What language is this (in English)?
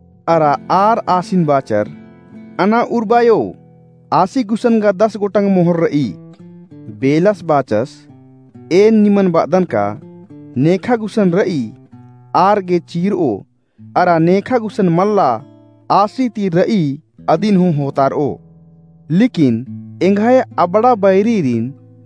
Kurukh